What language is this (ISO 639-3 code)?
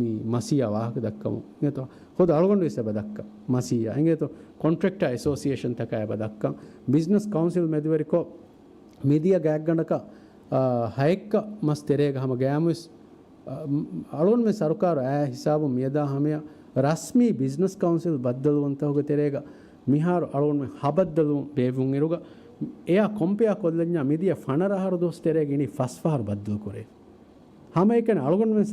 div